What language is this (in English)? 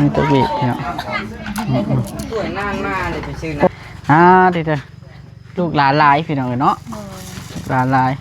Northeastern Thai